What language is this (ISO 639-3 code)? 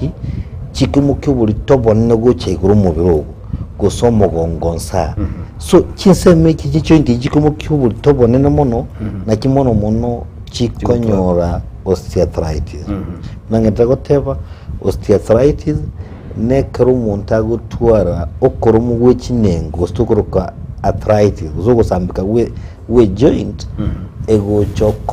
guz